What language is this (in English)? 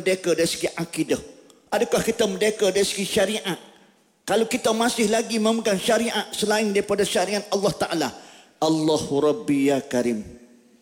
Malay